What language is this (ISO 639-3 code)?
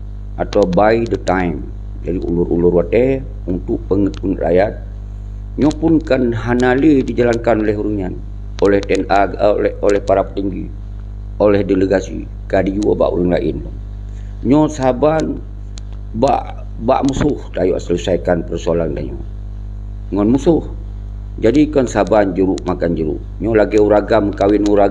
ace